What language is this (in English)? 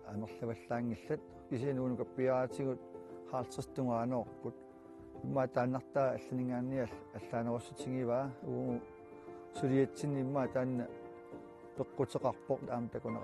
Kalaallisut